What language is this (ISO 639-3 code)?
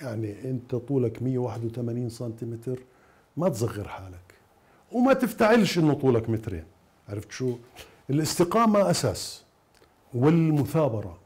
acm